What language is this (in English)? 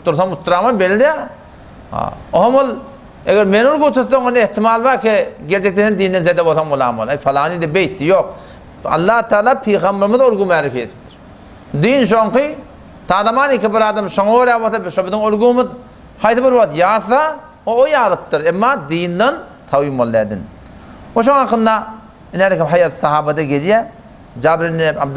Turkmen